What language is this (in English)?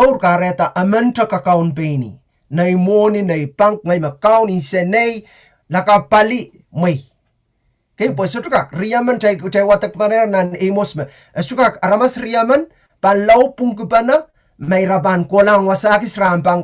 Pohnpeian